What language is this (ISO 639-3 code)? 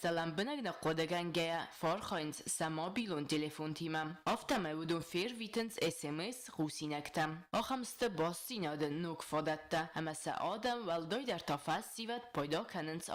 oss